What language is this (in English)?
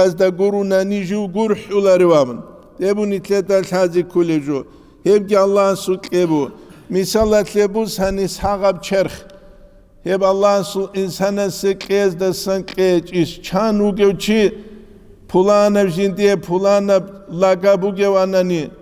Avaric